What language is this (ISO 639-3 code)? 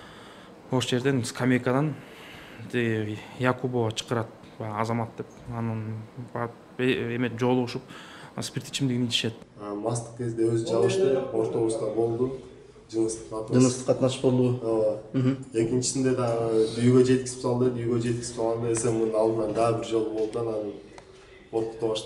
kir